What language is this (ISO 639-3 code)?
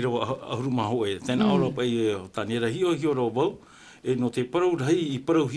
tah